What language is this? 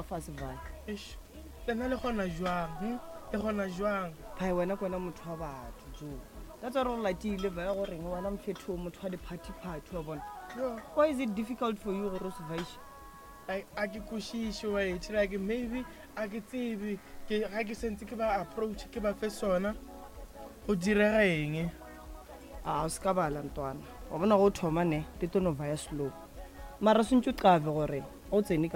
Northern Sotho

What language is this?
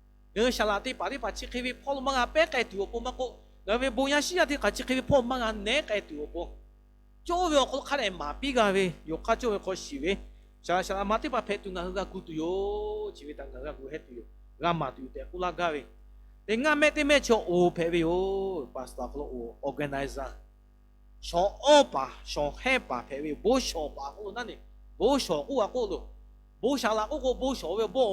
Lahu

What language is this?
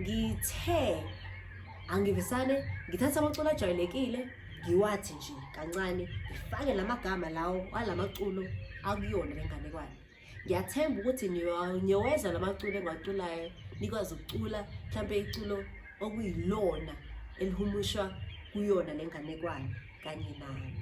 Zulu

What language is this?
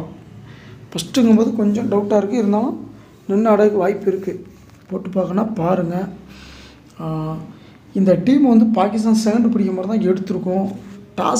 Tamil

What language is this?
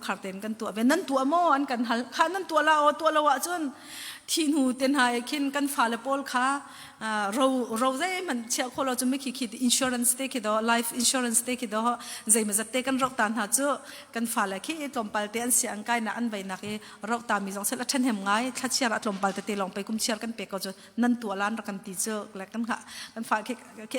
Hakha Chin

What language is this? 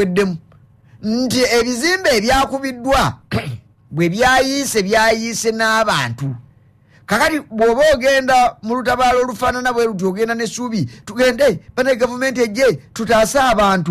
Ganda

